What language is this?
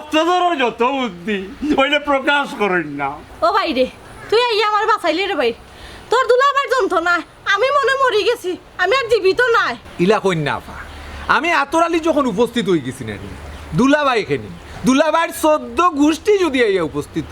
Sylheti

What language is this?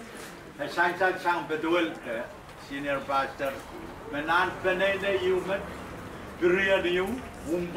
Pohnpeian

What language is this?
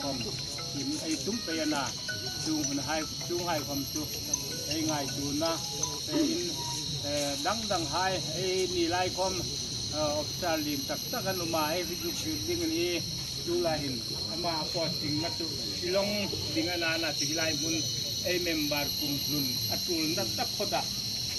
Hmar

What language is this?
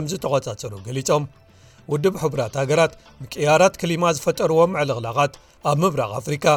Tigrinya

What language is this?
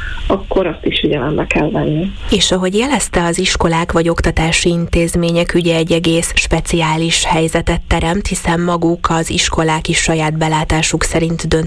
Hungarian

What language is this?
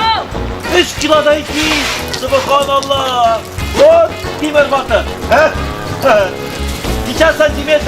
Tatar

